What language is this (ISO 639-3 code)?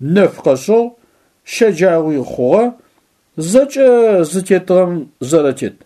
ady